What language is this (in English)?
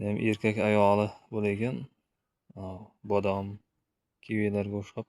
Uzbek